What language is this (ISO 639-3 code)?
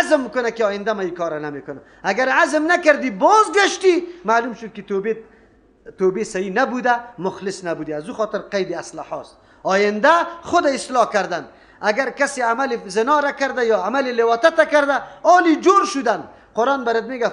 fas